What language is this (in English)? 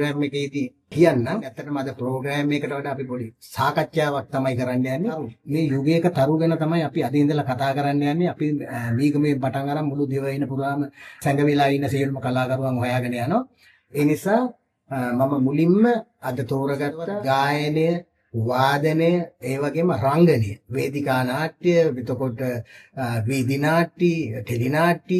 Sinhala